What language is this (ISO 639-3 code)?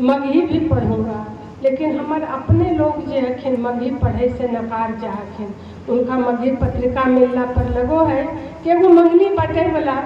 mag